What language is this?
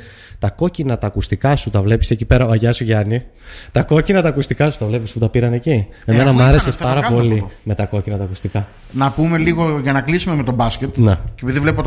Greek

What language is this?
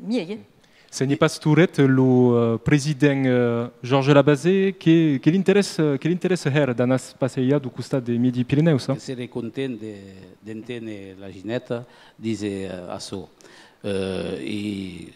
Occitan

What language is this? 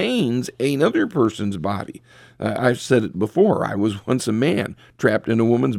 English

